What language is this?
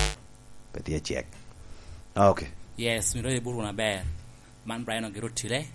Lango (Uganda)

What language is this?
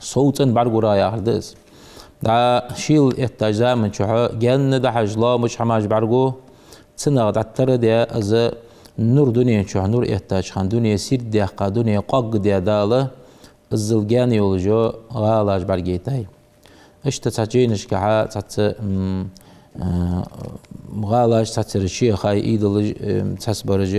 Ingush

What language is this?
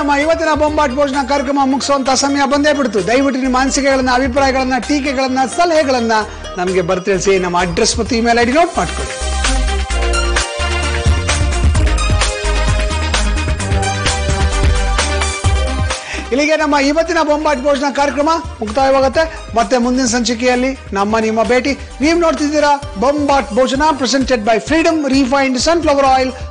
Kannada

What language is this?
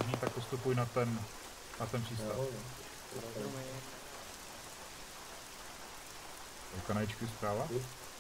Czech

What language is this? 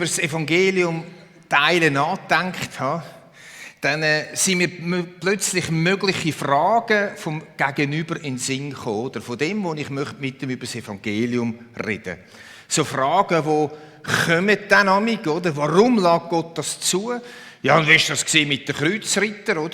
Swiss German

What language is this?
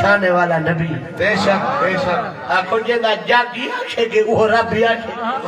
Saraiki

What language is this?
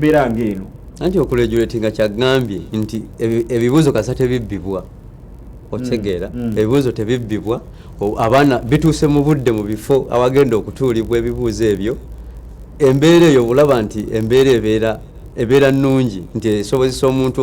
Ganda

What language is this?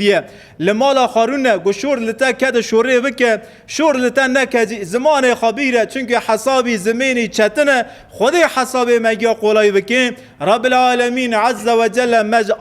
Kurdish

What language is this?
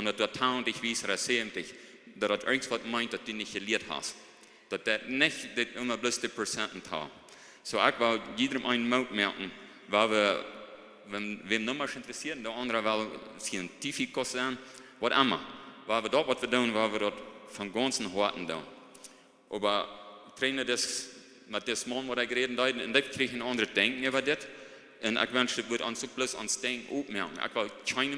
Plautdietsch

